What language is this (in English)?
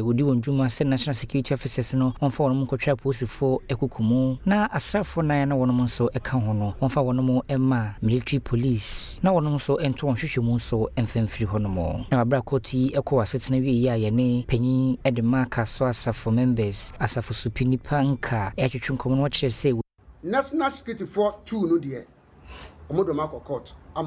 Akan